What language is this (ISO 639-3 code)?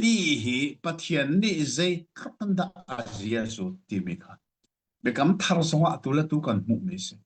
cnh